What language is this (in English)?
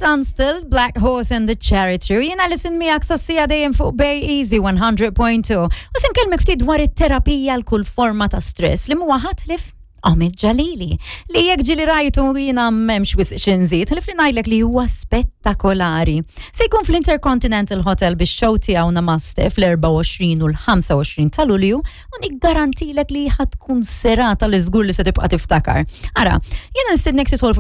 Maltese